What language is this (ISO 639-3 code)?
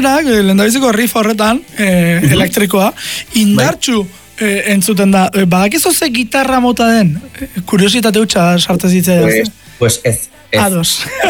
eus